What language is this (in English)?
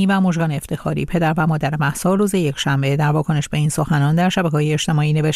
Persian